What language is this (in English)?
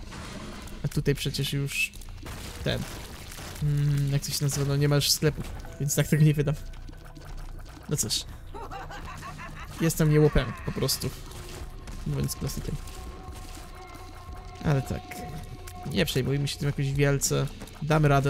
Polish